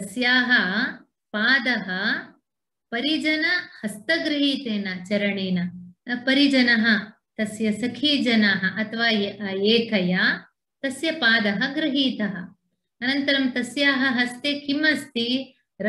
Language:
Sanskrit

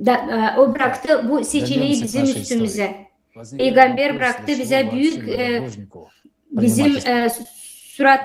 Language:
Gagauz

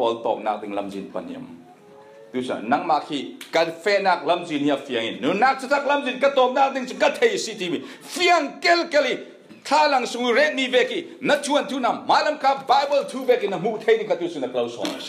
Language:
Falam Chin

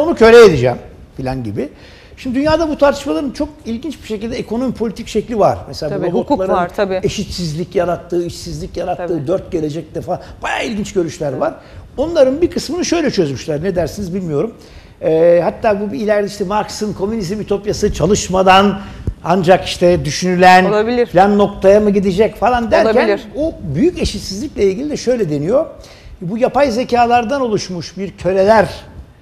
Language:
Turkish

